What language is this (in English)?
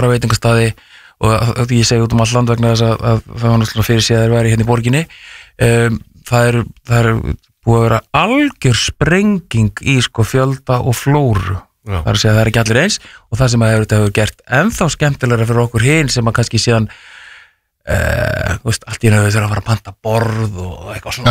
Icelandic